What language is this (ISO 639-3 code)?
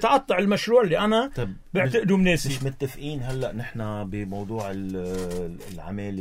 apc